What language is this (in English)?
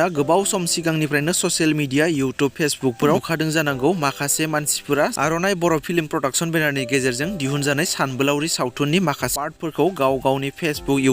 Bodo